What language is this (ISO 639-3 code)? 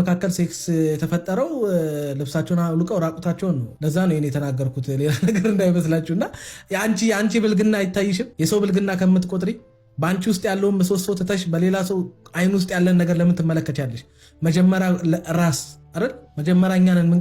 amh